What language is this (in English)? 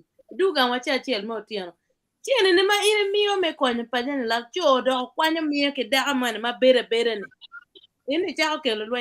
Acoli